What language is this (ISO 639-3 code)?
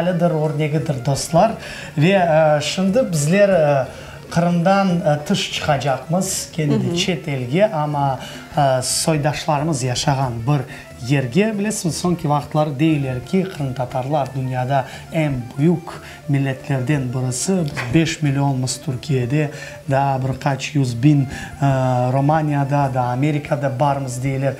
crh